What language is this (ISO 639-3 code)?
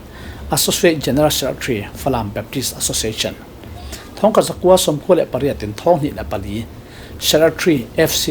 cfm